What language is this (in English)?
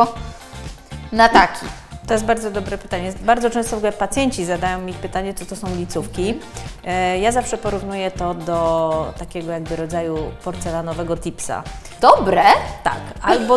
Polish